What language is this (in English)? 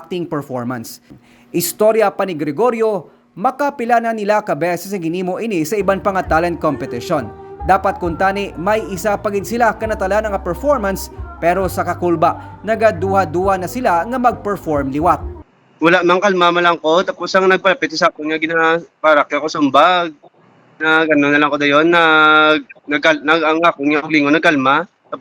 Hiligaynon